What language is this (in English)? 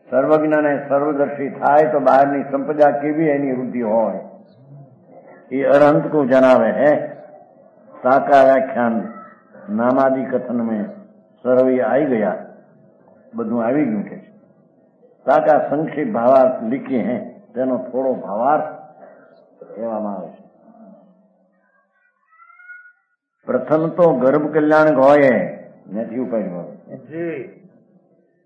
Gujarati